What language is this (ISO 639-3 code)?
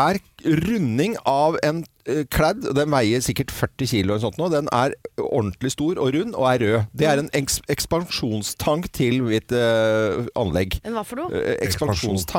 nor